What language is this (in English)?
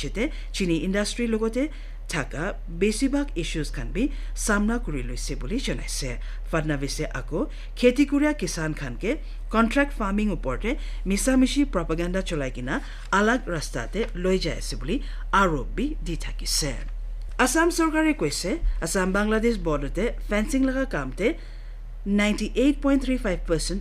Naga Pidgin